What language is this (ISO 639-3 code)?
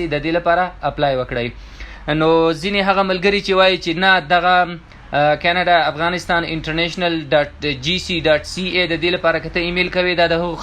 pus